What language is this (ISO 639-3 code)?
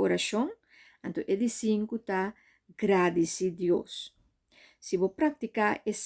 pap